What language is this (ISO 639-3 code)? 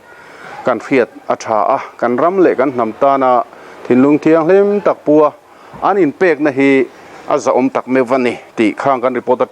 lus